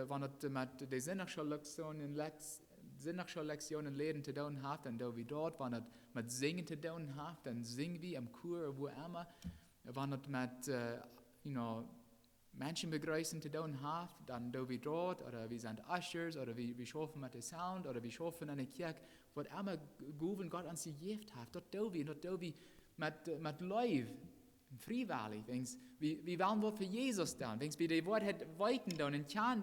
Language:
Plautdietsch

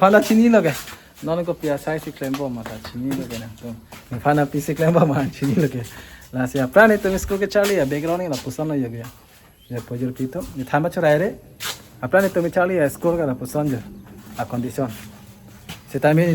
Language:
Karbi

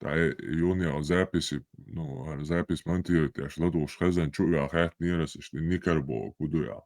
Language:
Chechen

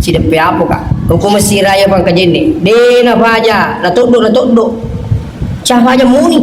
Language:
Buginese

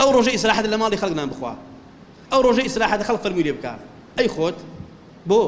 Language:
Central Kurdish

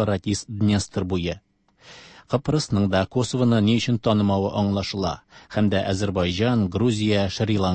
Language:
Tatar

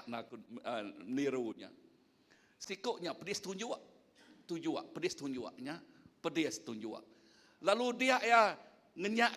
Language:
Iban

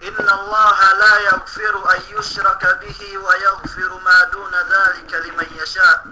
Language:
Yakan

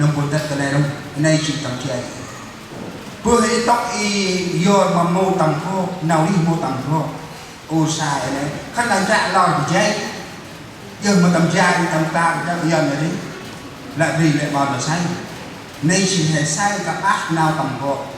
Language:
Central Mnong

